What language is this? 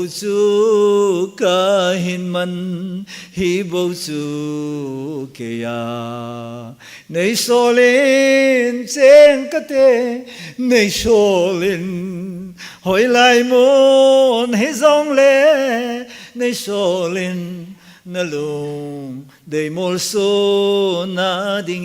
Thado Chin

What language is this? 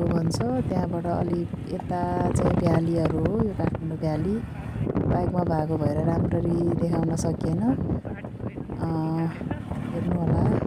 Nepali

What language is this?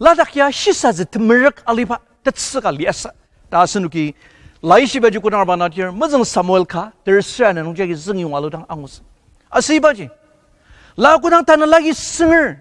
Ao Naga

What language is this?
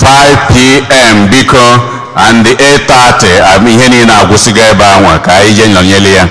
Igbo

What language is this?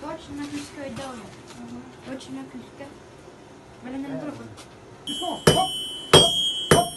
Yakut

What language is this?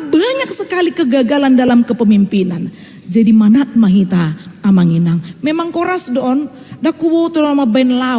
Batak Toba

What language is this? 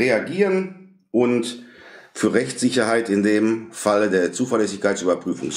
German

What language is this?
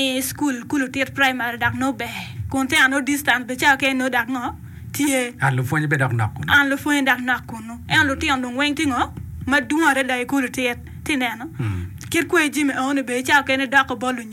Acoli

